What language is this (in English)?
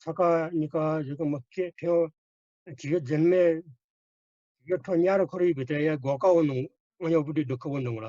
Newari